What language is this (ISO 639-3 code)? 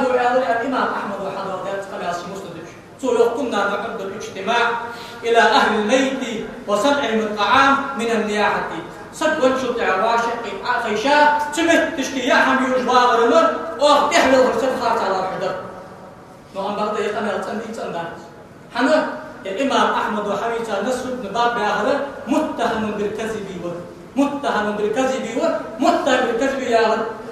inh